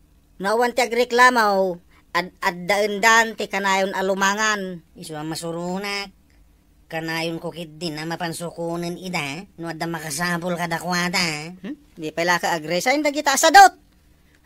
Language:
Iloko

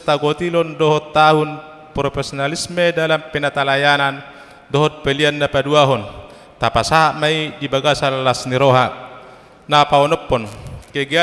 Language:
Batak Toba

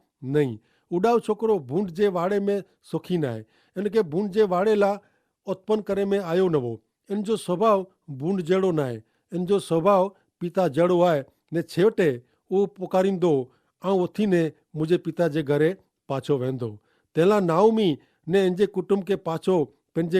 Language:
Kachhi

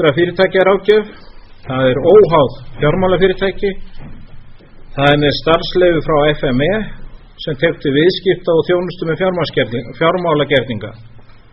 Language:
Icelandic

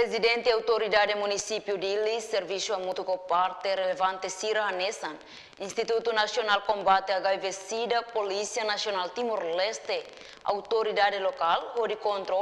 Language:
Tetum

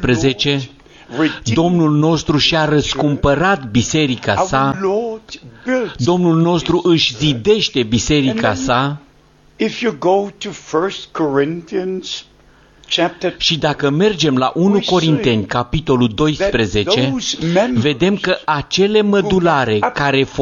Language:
Romanian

